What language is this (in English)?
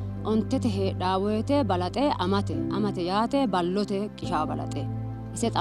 Sidamo